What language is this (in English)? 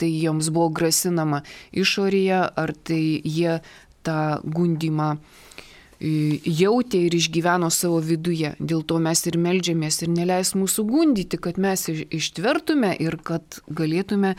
Lithuanian